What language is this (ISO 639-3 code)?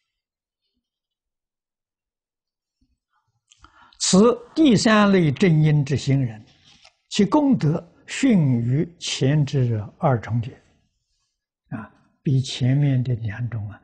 zho